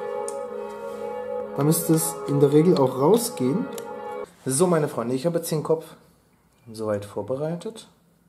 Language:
German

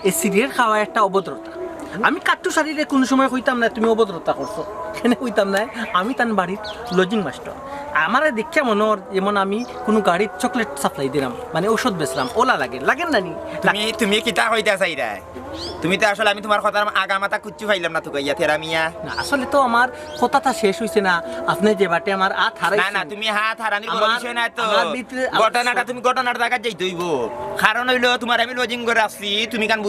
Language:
Sylheti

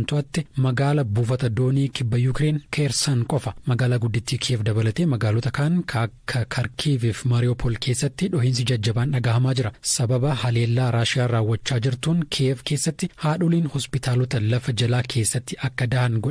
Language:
Oromo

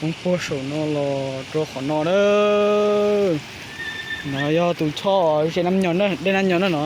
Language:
Hmong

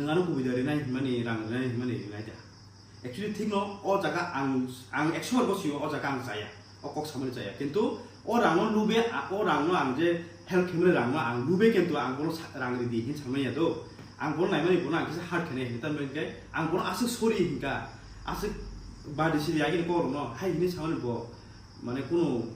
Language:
Kok Borok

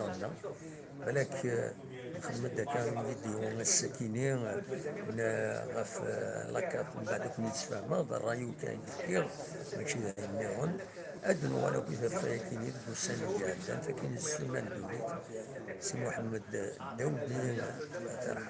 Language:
Kabyle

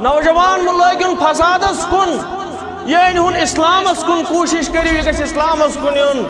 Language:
Kashmiri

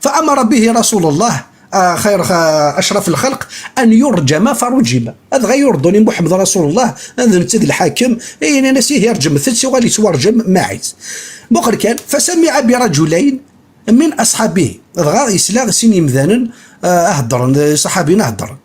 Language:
Kabyle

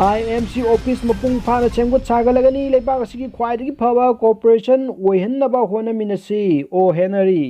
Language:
Manipuri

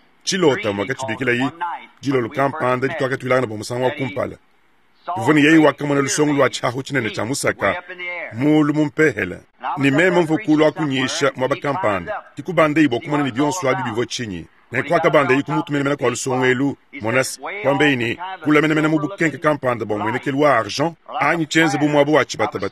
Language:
Luba-Lulua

